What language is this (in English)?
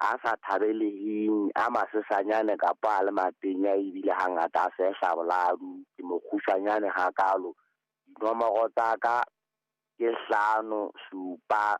Southern Sotho